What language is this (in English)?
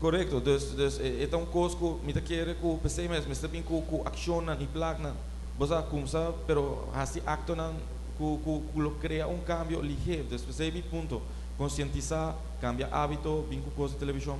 Papiamento